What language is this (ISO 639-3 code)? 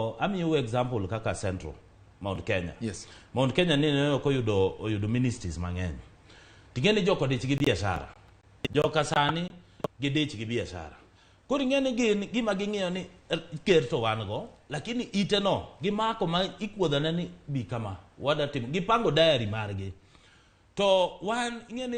luo